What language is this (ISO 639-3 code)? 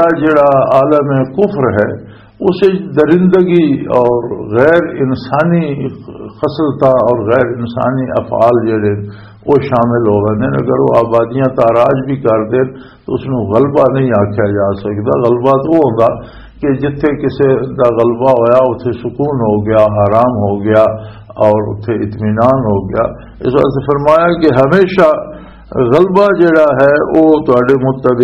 lah